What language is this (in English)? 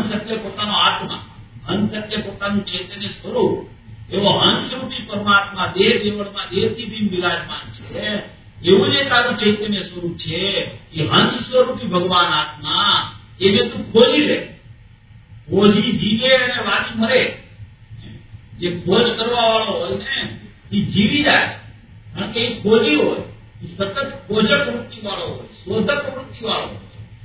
Gujarati